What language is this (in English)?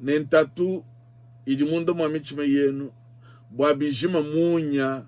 Luba-Lulua